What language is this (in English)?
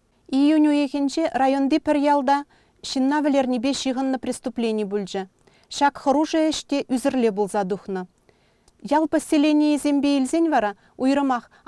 Chuvash